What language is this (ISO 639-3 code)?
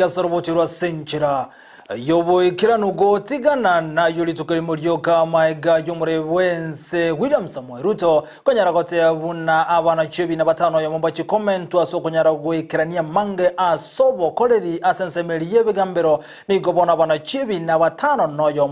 guz